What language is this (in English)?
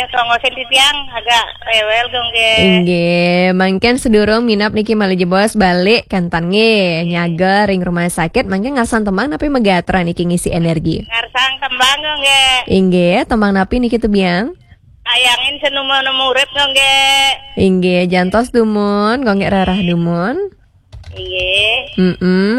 Balinese